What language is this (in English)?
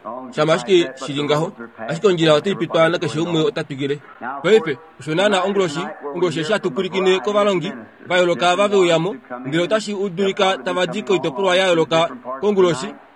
Kuanyama